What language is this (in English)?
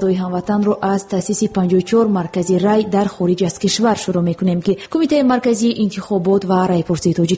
Tajik